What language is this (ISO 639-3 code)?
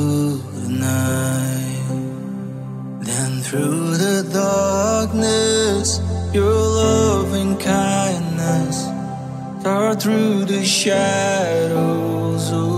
eng